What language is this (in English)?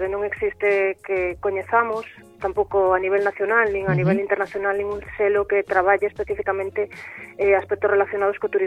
Galician